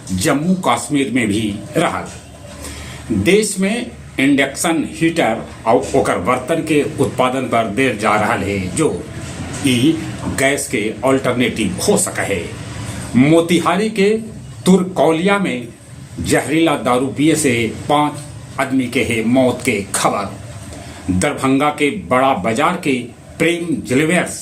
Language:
Magahi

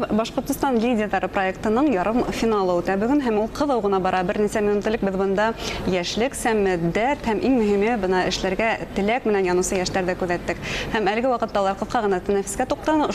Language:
Bashkir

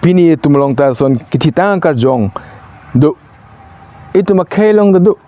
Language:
Karbi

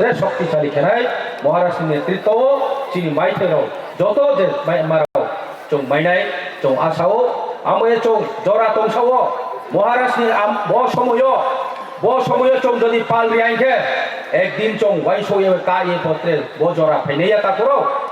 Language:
Kok Borok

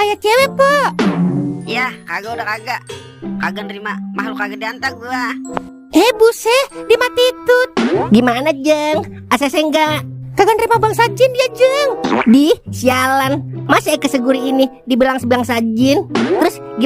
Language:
Betawi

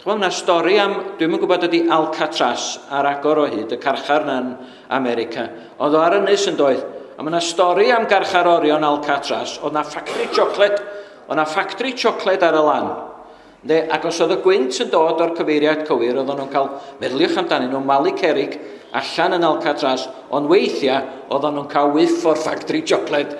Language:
Welsh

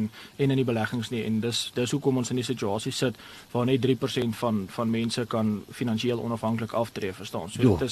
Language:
Afrikaans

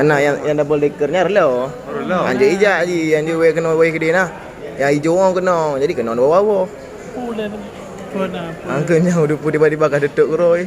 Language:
Achinese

